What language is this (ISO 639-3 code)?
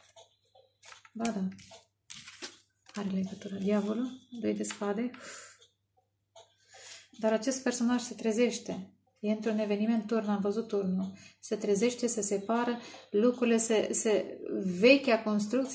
ron